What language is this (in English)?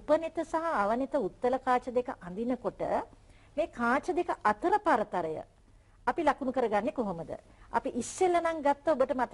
Sinhala